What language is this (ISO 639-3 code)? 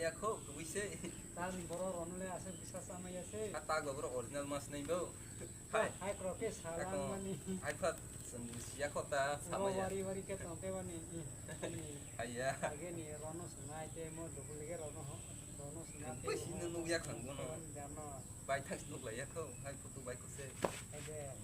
trp